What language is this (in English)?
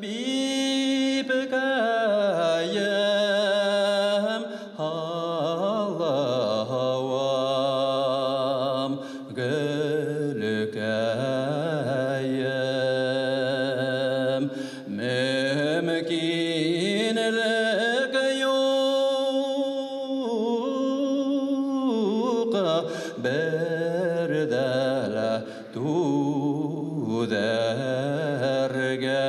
Bashkir